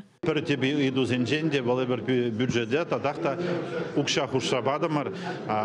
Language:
Chuvash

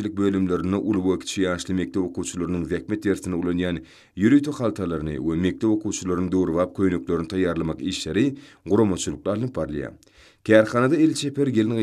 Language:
Turkmen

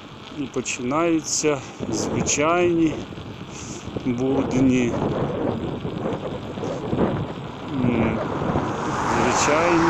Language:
Ukrainian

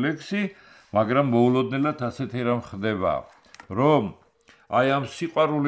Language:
Georgian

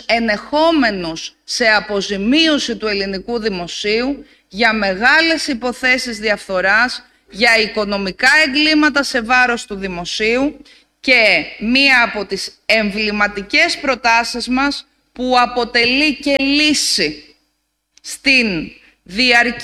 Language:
Greek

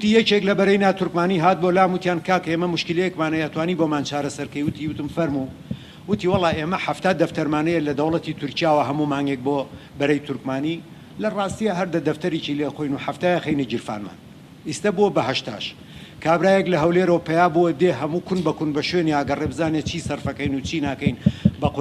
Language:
Central Kurdish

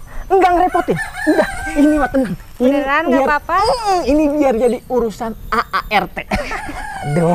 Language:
Betawi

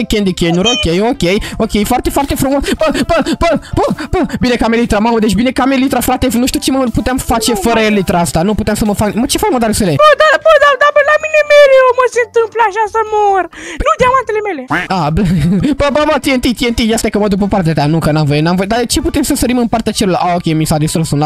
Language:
Romanian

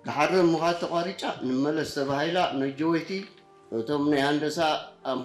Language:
Tigrinya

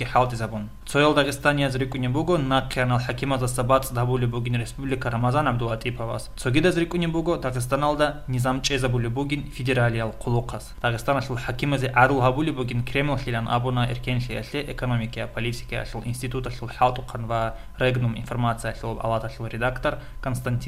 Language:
Avaric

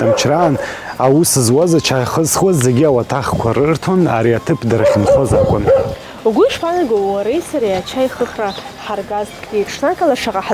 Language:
Abkhazian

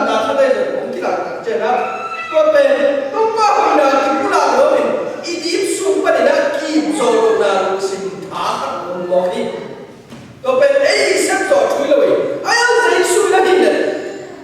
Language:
Tedim Chin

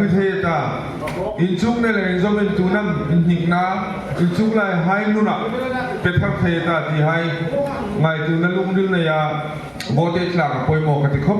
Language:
Hmar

